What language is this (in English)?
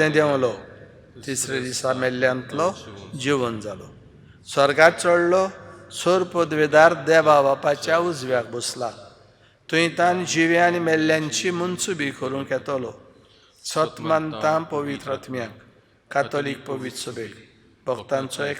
Konkani